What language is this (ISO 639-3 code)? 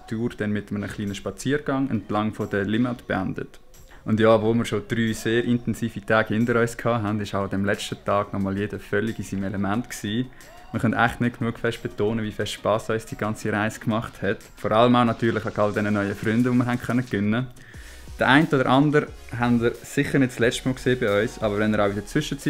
gsw